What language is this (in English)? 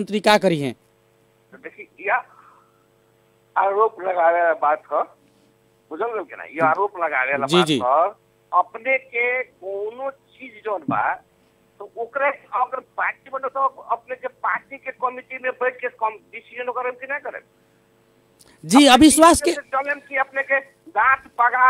Bhojpuri